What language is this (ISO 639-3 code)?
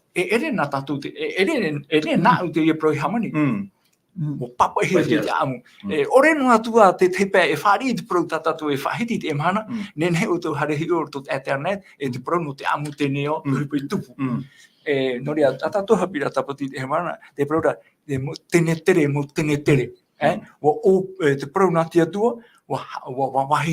tah